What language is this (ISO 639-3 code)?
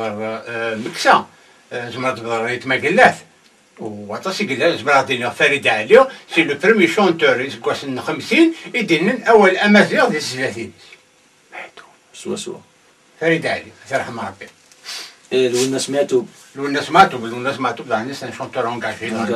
kab